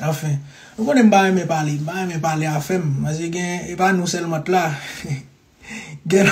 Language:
Haitian Creole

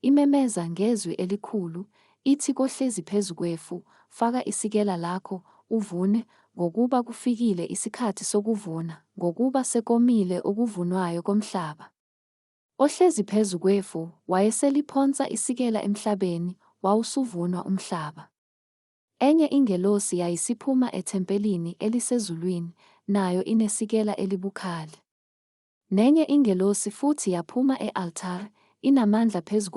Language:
Zulu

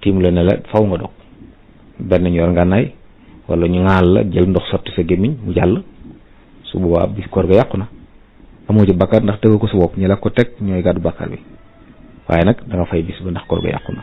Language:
Wolof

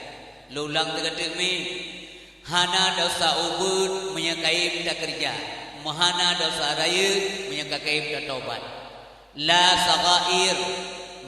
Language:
Achinese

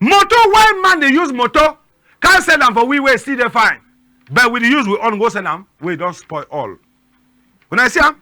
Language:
Cameroon Pidgin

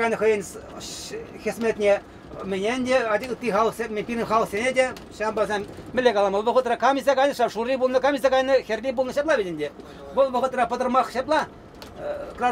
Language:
Chuvash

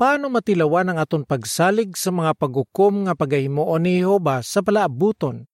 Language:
Hiligaynon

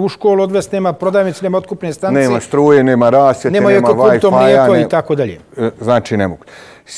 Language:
Bosnian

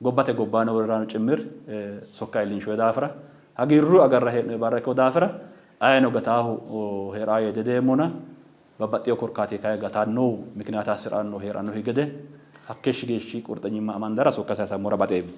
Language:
Sidamo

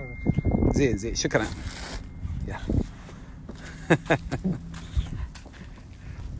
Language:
Gulf Arabic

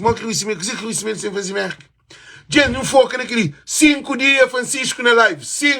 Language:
Kabuverdianu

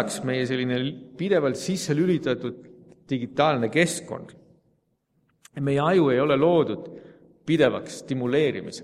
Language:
Estonian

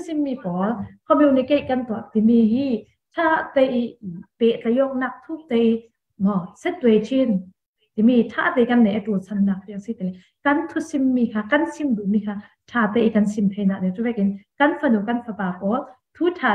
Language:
Falam Chin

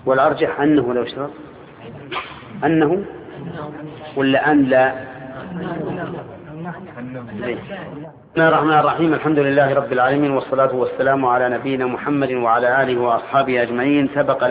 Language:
Arabic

